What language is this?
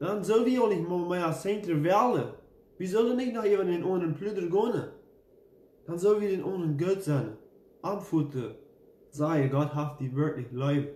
Plautdietsch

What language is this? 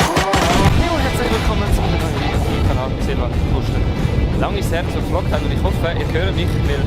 Swiss German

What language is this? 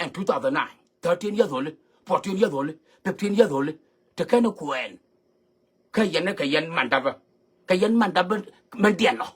Nuer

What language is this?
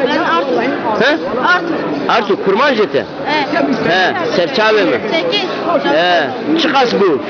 Zaza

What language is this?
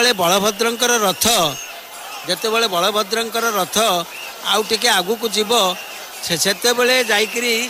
Odia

